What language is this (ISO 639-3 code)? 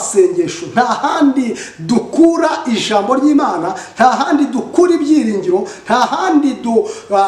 kin